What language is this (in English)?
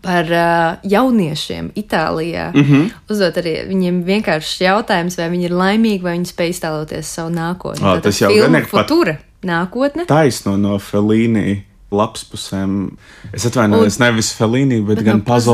Latvian